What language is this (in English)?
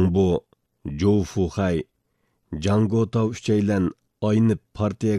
Uyghur